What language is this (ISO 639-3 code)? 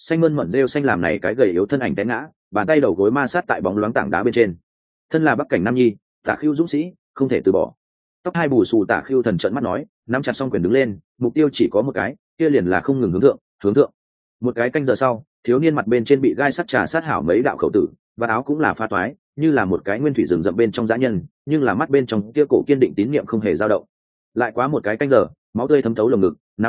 vie